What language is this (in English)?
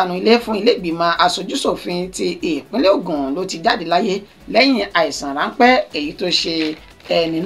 Yoruba